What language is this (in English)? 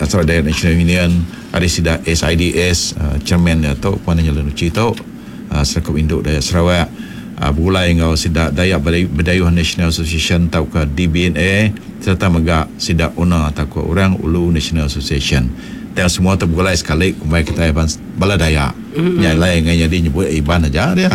Iban